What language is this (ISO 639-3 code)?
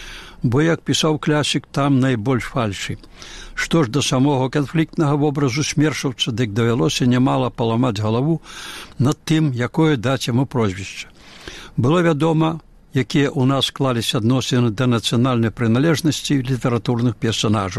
bel